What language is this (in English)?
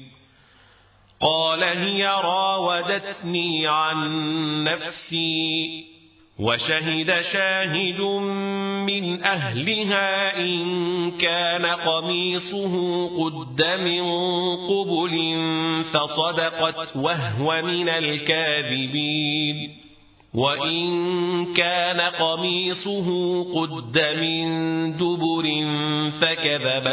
Arabic